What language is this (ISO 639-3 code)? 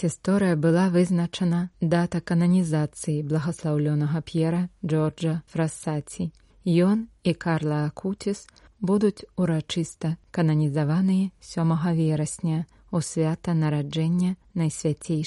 bel